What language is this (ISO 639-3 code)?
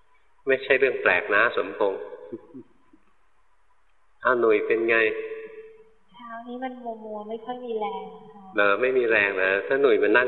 tha